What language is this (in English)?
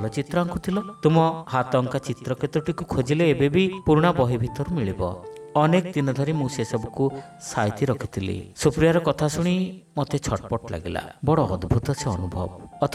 Odia